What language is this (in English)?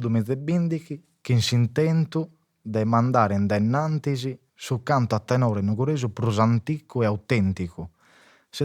Sardinian